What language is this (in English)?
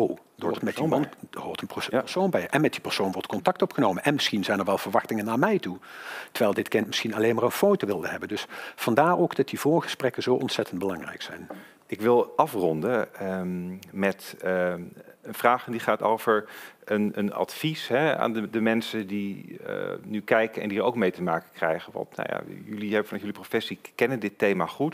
Dutch